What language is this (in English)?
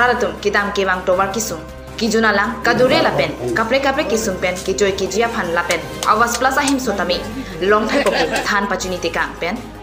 Karbi